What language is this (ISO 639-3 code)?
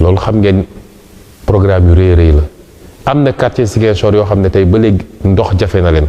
wol